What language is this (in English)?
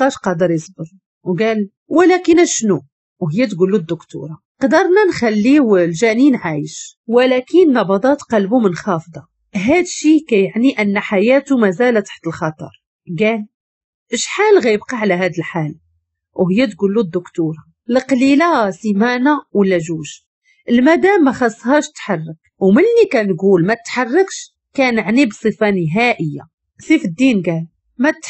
Moroccan Arabic